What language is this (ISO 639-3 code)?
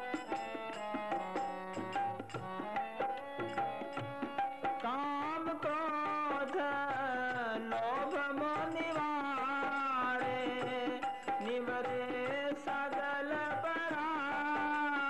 hin